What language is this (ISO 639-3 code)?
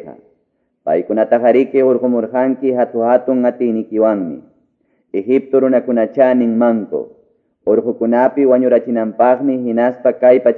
que